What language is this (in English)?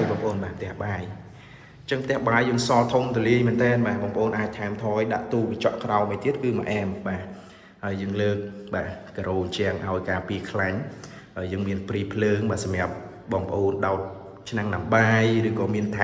Khmer